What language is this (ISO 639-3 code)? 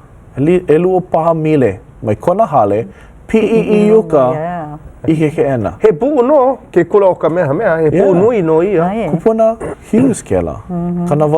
haw